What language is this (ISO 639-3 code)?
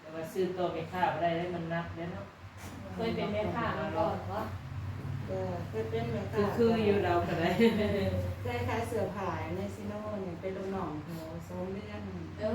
tts